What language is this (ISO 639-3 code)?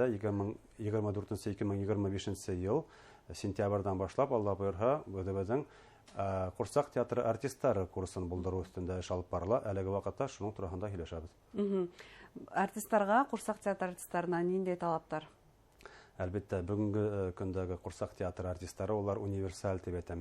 bak